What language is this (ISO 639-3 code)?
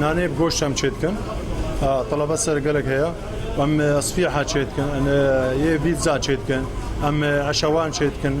kur